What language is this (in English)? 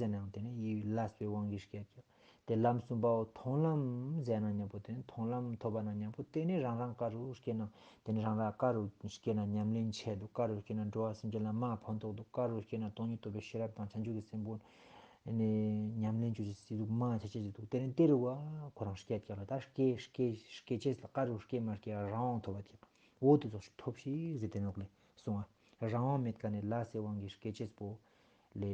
Ladakhi